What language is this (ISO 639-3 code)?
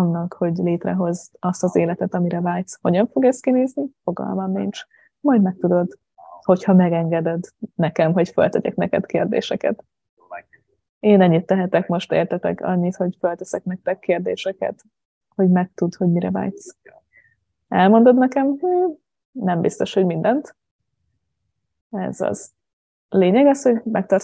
hun